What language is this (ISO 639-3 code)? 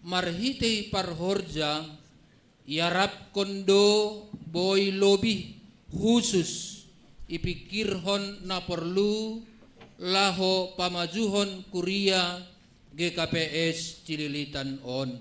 bts